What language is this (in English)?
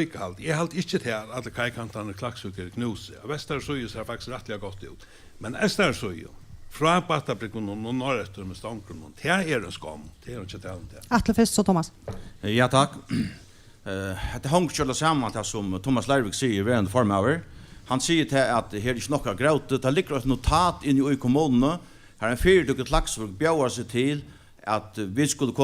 Faroese